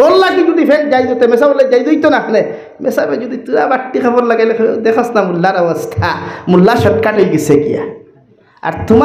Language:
Sylheti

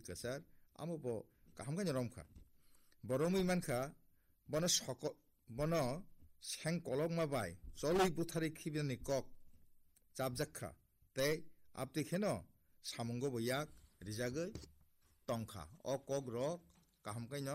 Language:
Kok Borok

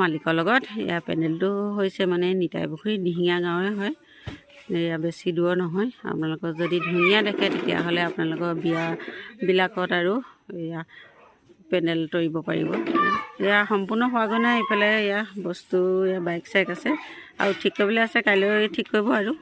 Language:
Assamese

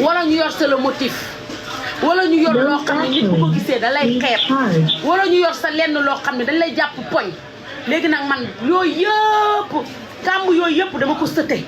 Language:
Wolof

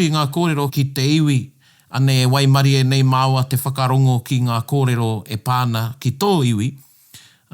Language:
Māori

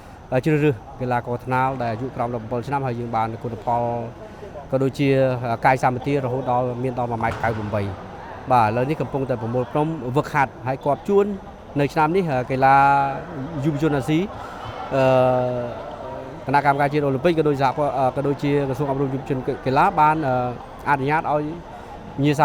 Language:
Khmer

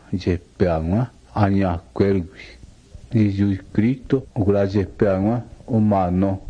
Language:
Guarani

